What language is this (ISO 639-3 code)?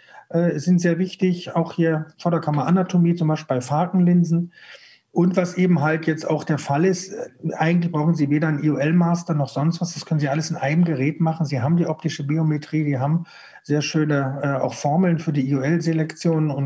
deu